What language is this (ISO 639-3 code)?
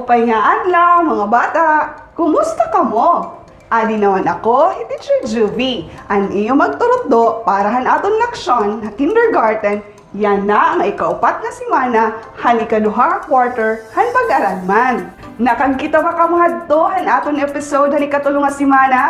war